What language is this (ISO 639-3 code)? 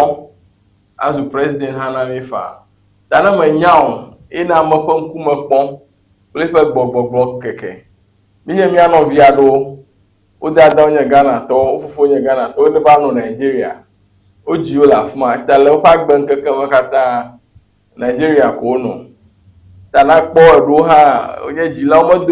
ewe